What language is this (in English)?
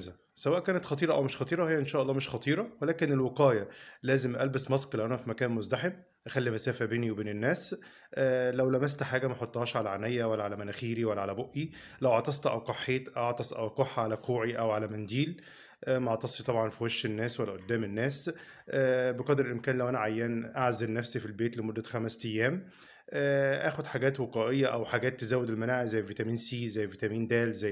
Egyptian Arabic